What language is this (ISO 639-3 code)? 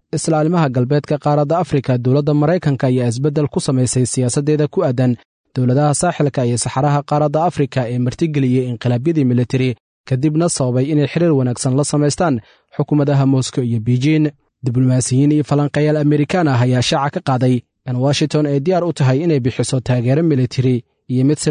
som